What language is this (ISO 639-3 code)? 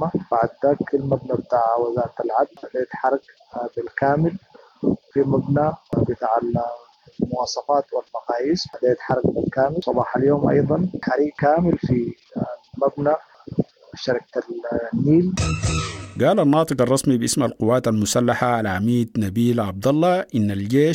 apd